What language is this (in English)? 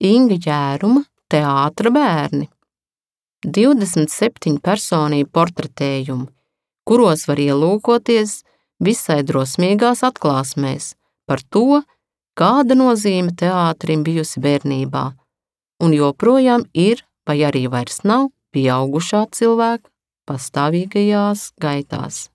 Latvian